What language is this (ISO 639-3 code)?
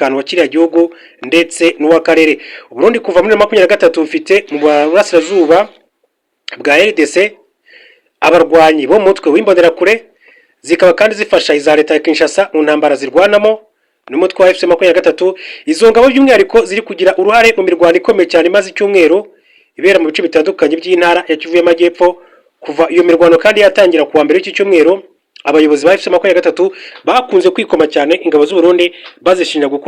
kin